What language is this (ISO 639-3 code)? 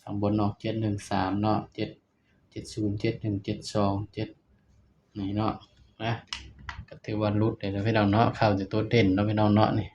tts